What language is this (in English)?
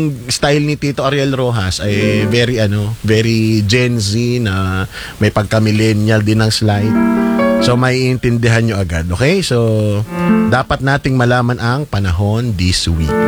Filipino